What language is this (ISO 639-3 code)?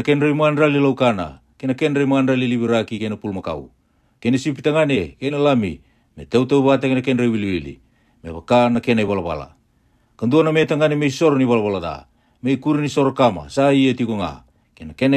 fij